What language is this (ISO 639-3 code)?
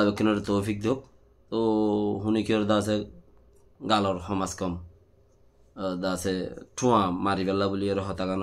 rhg